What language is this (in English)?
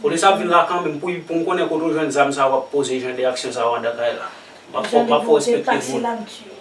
Haitian Creole